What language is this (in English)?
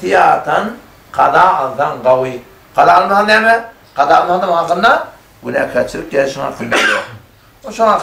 Turkmen